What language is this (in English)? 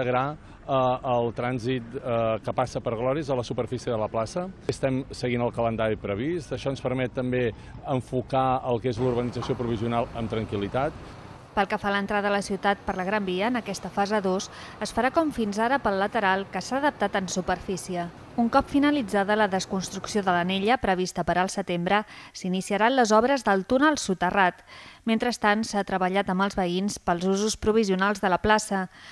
Catalan